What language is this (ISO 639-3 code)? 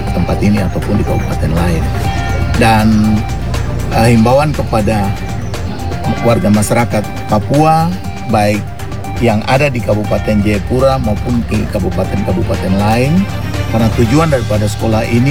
ind